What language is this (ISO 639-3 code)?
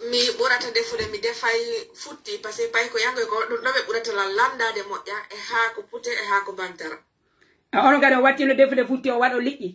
fuf